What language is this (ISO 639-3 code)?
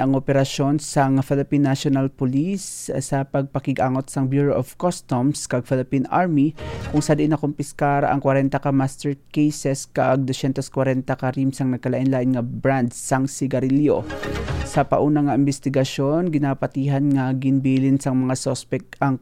hil